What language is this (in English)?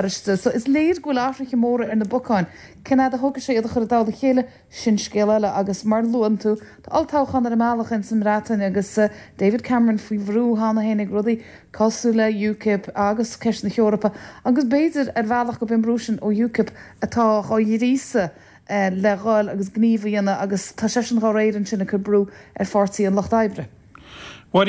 Irish